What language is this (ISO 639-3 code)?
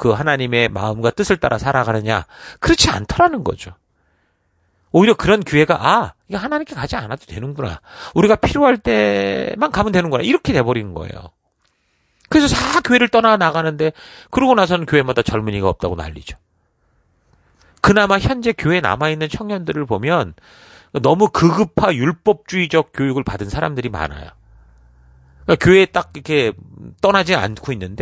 kor